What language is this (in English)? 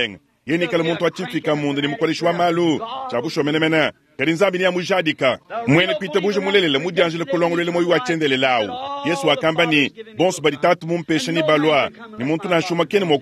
Luba-Lulua